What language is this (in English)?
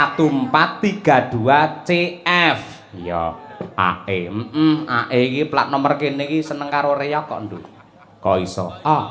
Javanese